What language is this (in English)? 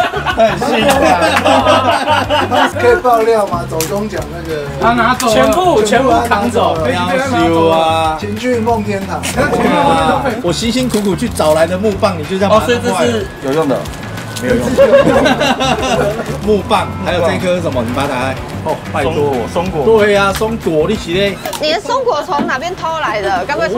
Chinese